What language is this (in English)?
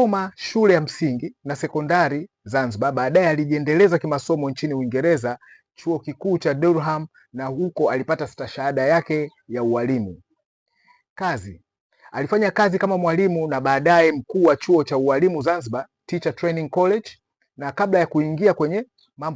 Swahili